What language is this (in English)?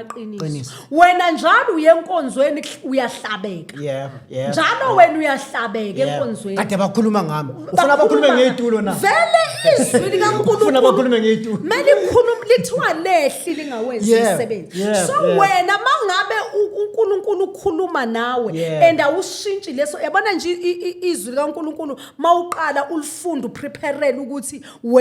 Zulu